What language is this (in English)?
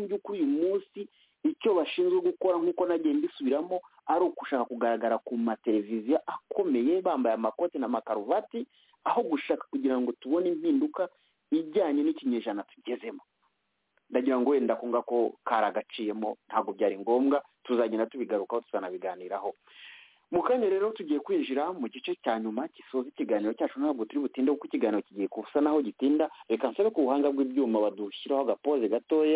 Kinyarwanda